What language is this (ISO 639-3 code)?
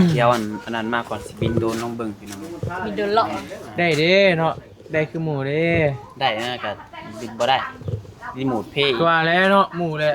lao